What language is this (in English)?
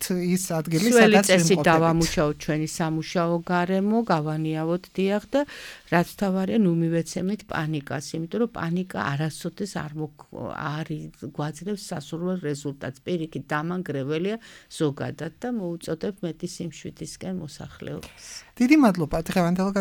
Georgian